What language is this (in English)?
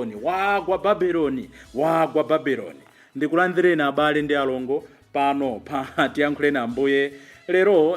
Nyanja